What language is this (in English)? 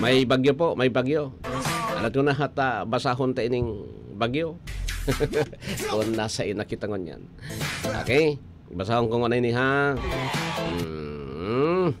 Bikol